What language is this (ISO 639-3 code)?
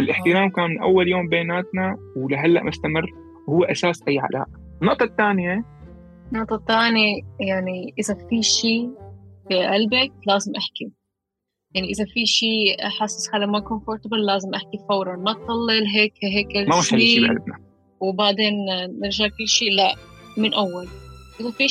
apc